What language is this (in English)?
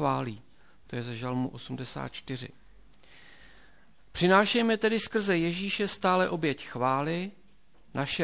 Czech